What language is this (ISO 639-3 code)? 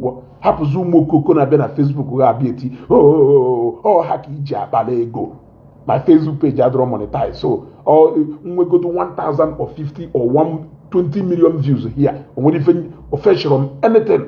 ibo